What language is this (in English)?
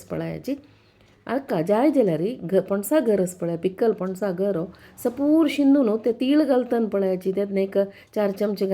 Konkani